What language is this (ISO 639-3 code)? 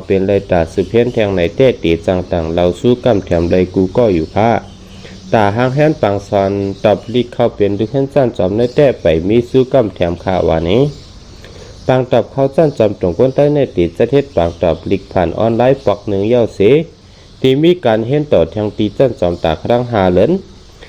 shn